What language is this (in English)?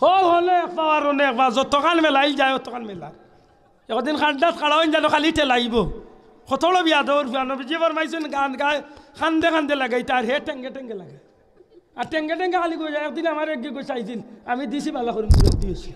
Sylheti